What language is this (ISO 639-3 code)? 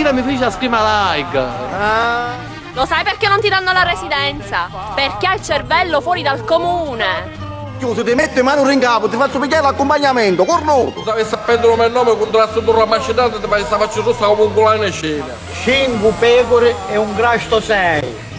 scn